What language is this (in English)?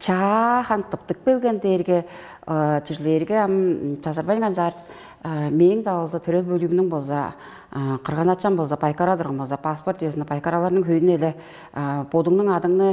Tuvinian